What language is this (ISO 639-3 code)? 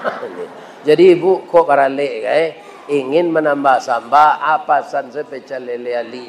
min